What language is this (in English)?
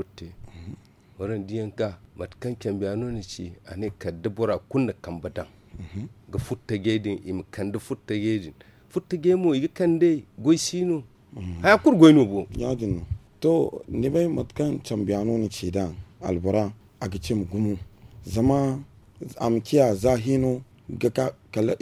Zarma